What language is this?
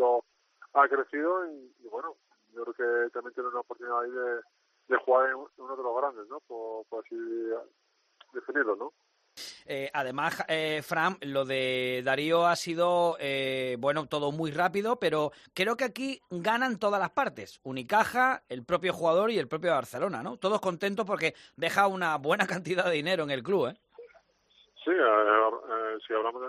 Spanish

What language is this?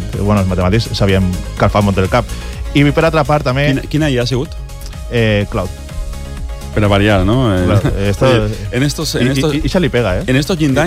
Catalan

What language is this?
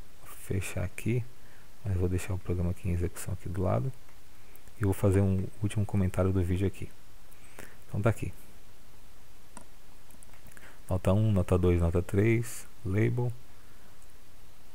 Portuguese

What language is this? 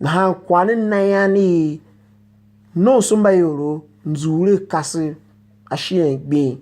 Tiv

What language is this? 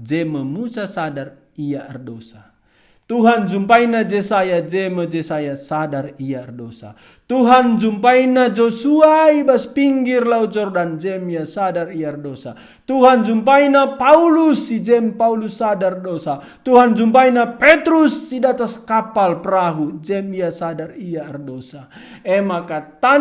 Batak Karo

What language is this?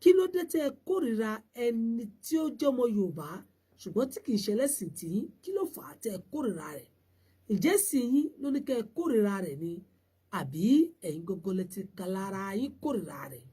Yoruba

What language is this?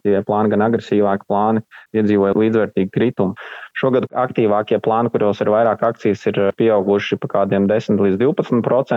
Latvian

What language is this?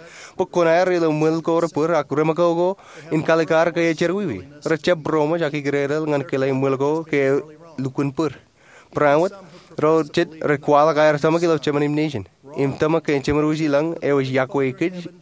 Marshallese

